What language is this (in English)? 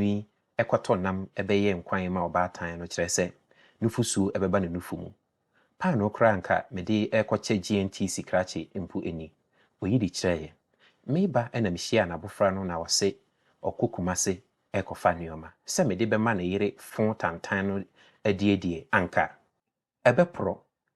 Akan